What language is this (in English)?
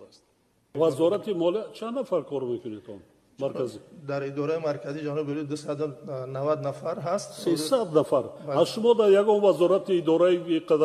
Tajik